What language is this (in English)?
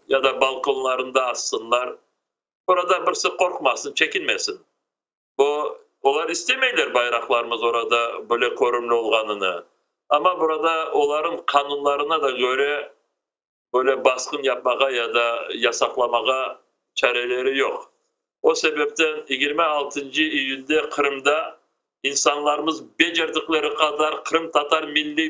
Crimean Tatar